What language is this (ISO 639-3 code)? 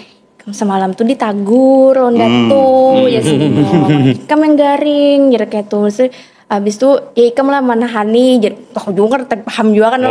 bjn